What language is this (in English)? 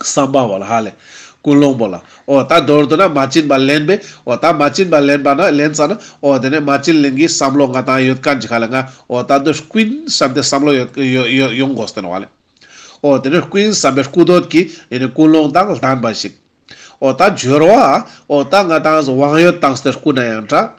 Ladakhi